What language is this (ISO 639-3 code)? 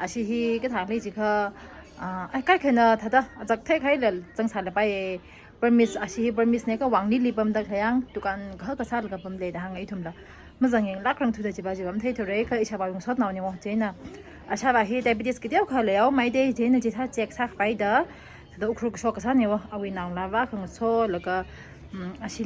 nmf